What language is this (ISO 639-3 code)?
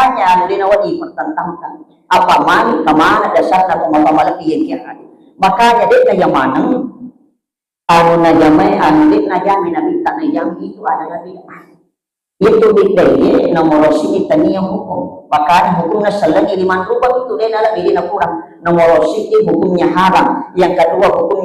bug